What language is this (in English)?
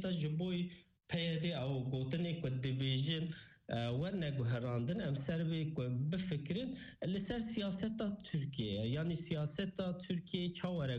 Kurdish